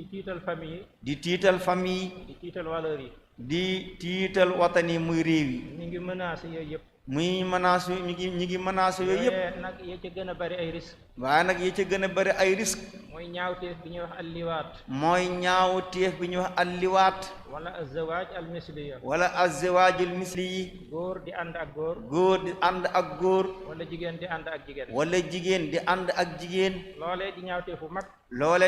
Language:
Wolof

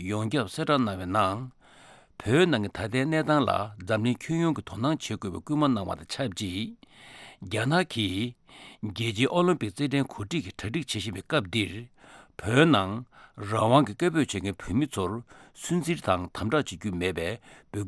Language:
Tibetan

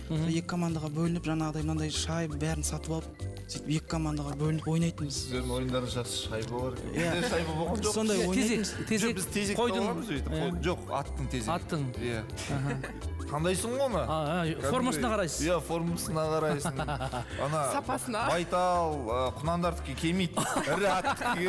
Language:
Kazakh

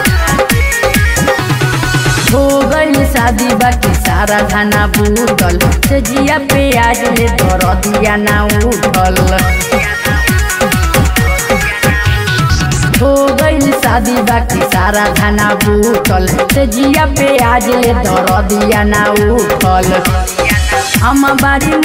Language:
Bhojpuri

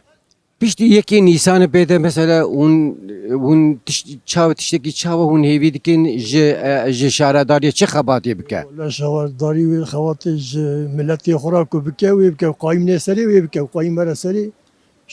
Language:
Kurdish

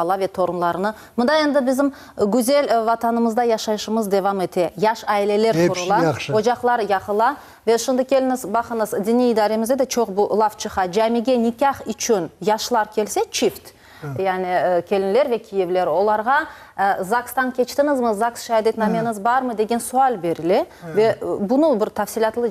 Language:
Crimean Tatar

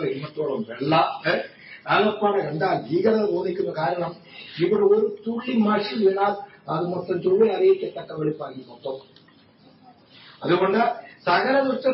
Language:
Malayalam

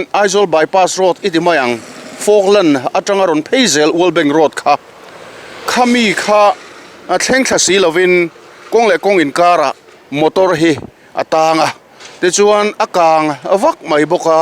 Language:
Mizo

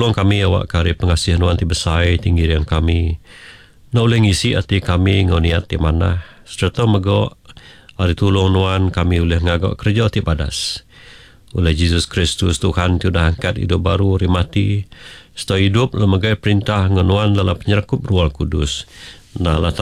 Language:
Iban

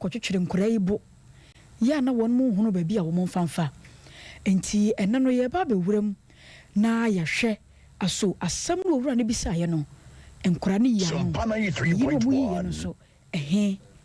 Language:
Akan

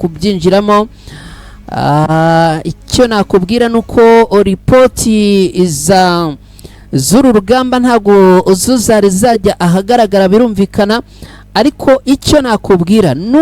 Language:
Kinyarwanda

